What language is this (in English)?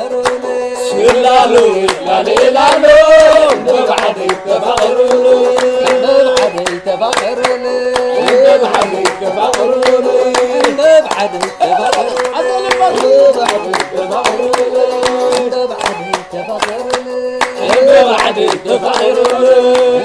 Tigrinya